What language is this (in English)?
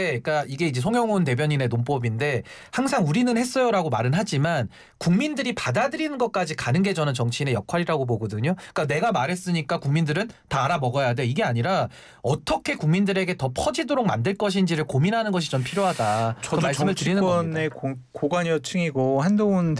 Korean